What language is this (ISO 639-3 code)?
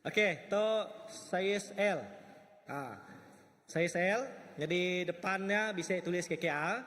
iba